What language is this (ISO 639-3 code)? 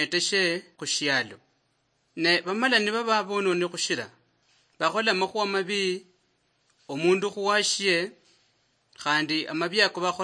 luy